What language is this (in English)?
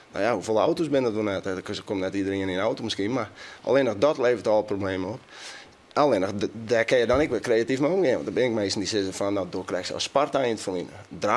Western Frisian